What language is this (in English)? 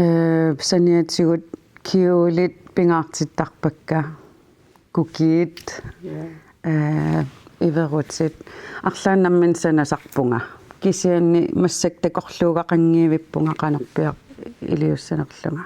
Kalaallisut